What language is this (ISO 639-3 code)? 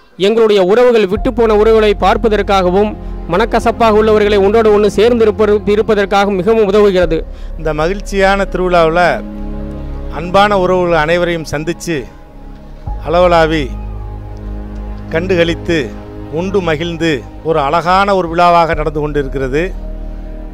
tam